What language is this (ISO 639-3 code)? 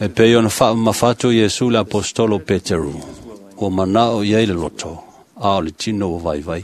smo